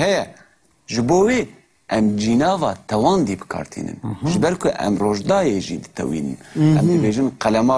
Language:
Kurdish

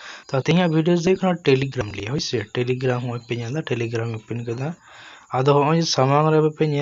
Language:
Santali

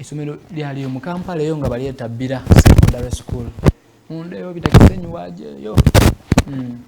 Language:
Soga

